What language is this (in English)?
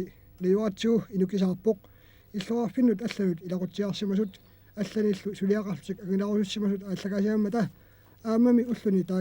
Kalaallisut